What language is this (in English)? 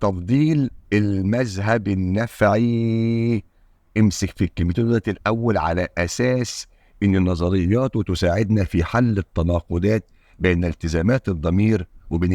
Egyptian Arabic